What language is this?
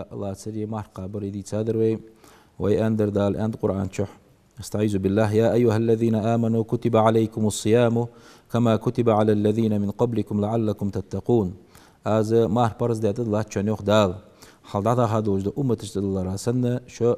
Ingush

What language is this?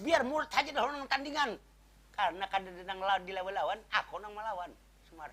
Banjar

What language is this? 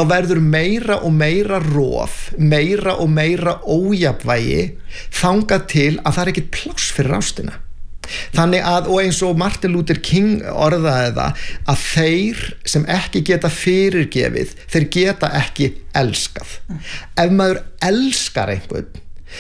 Icelandic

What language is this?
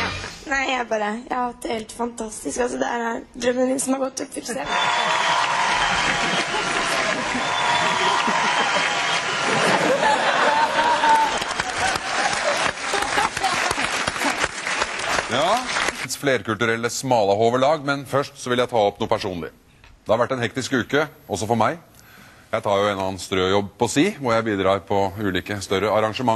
Norwegian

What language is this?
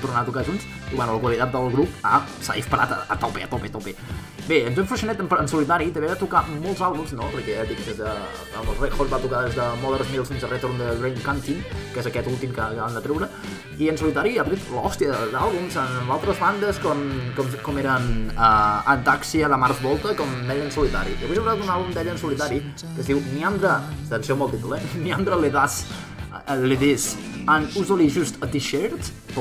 Catalan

